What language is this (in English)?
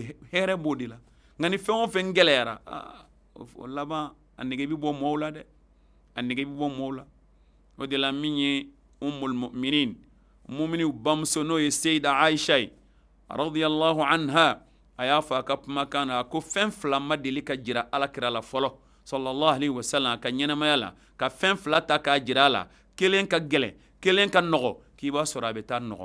Bambara